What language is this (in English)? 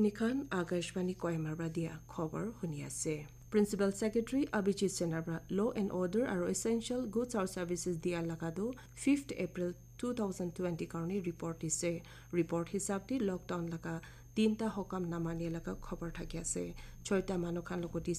Naga Pidgin